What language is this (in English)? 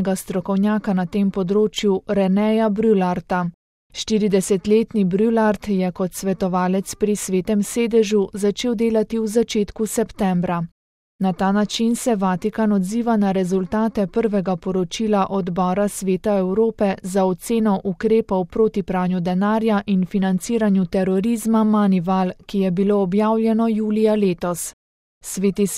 Slovenian